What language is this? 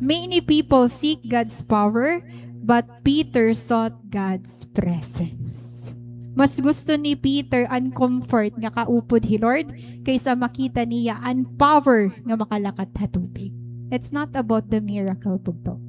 Waray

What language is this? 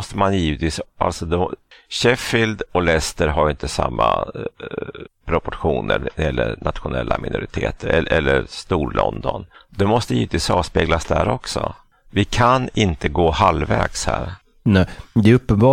Swedish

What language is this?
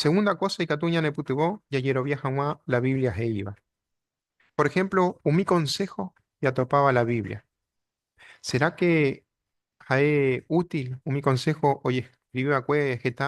Guarani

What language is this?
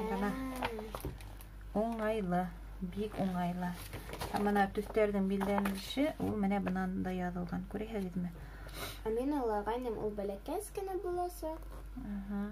Bashkir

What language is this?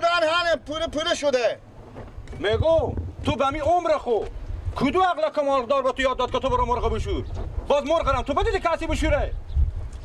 Persian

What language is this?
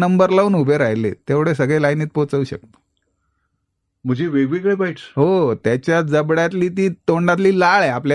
Marathi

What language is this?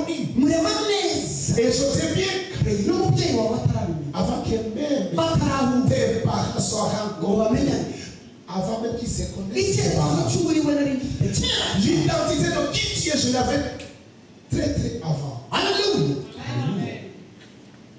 Kinyarwanda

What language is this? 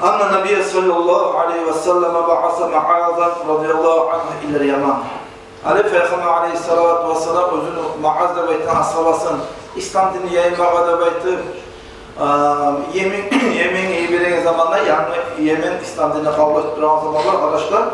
Kumyk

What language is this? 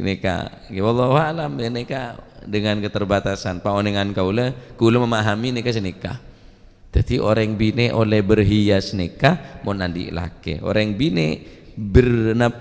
Madurese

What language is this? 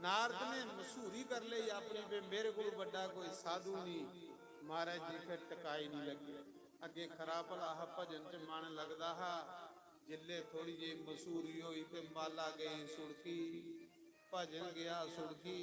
Dogri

